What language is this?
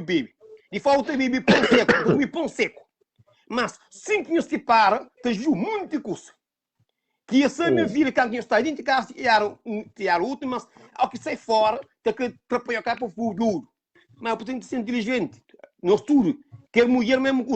Kabuverdianu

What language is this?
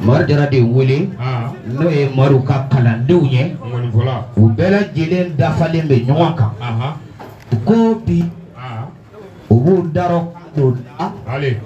Bambara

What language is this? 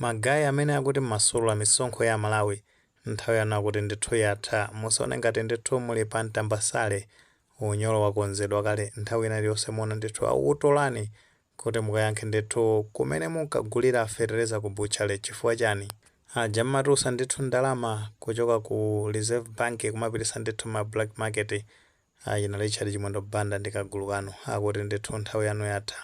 Nyanja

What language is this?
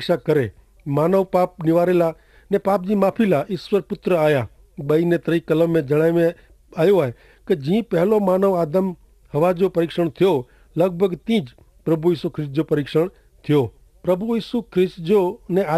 Kachhi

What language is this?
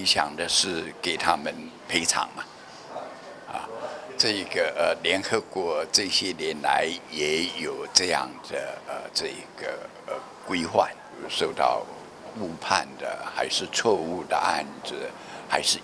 Chinese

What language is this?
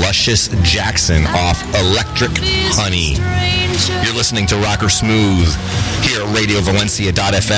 English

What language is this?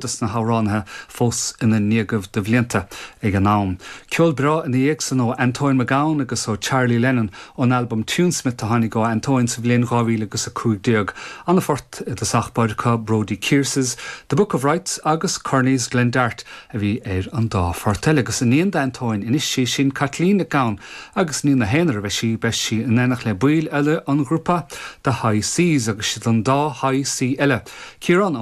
Irish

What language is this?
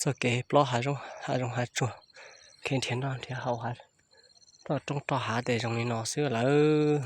Hmong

